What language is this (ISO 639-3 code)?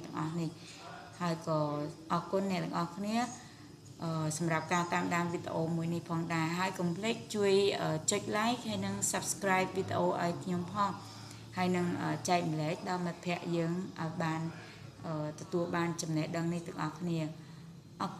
khm